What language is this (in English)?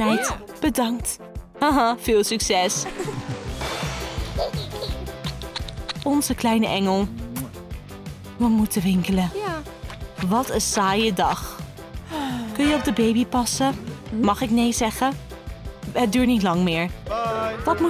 Dutch